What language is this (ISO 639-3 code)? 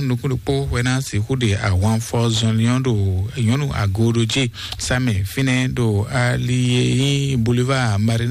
fon